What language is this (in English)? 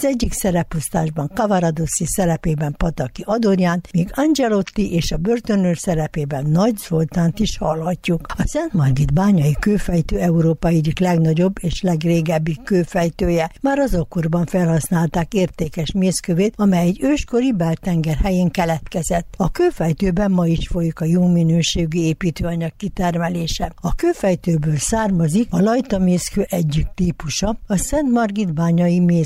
Hungarian